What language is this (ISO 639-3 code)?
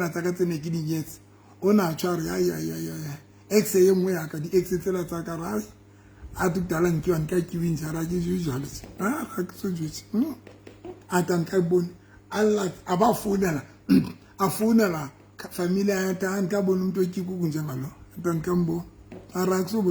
sot